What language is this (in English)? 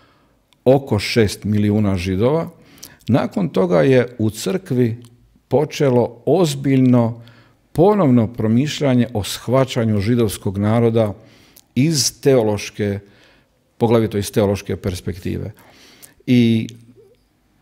Croatian